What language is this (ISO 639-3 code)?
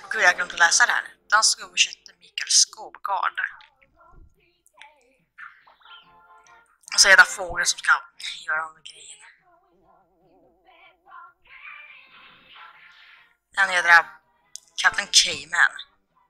swe